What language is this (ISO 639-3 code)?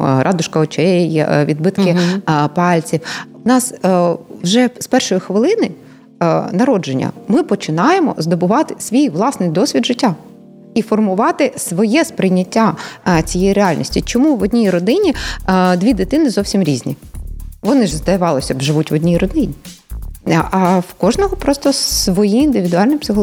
ukr